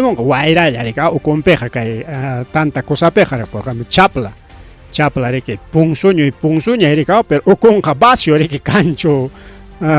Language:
Ayacucho Quechua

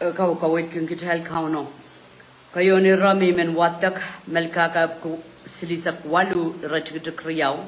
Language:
Pohnpeian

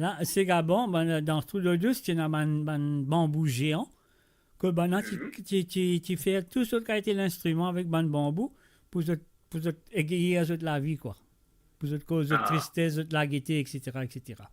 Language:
Morisyen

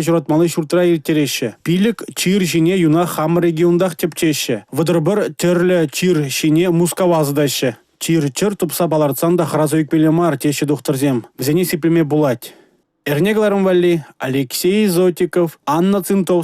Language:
Chuvash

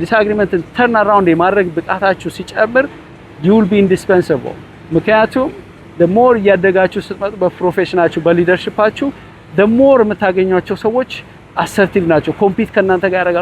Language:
Amharic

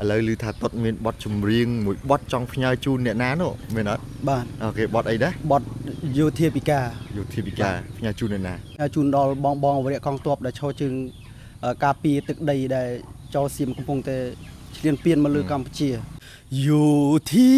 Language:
Khmer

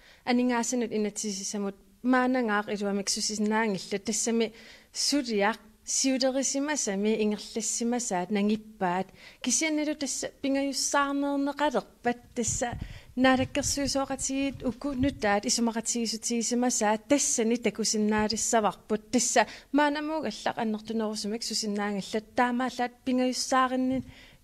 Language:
Kalaallisut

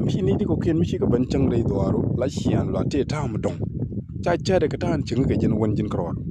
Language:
Nuer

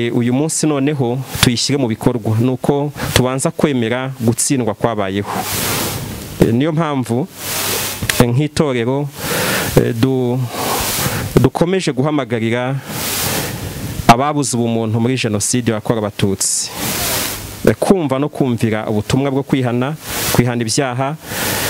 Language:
Kinyarwanda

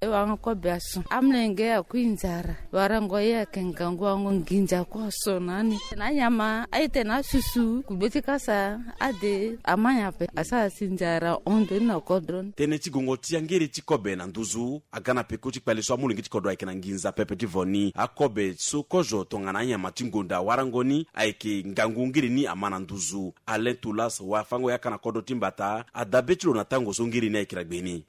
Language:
Sango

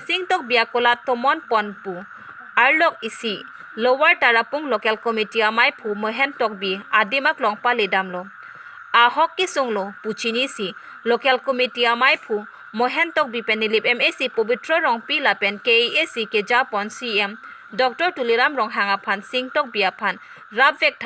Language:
Karbi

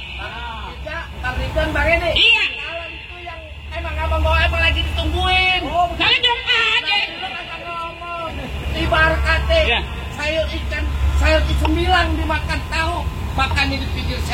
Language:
Betawi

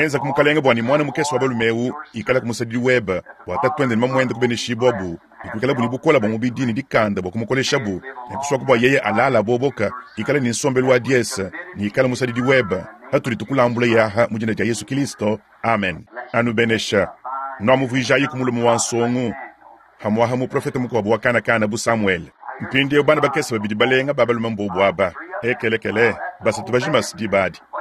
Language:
Luba-Lulua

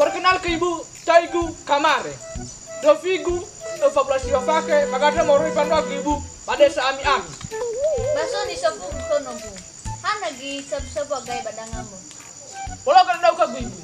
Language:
Nias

